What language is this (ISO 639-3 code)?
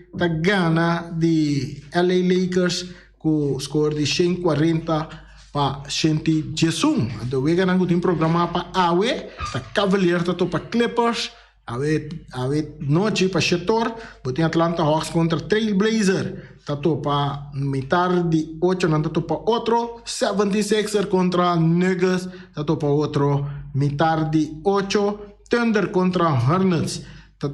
pap